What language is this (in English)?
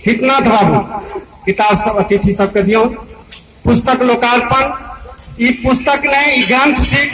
Maithili